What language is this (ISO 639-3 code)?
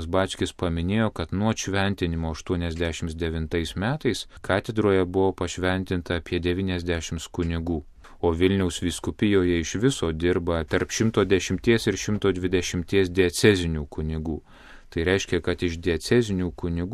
lit